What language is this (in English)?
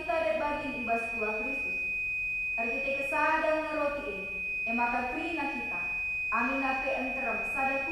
Batak Karo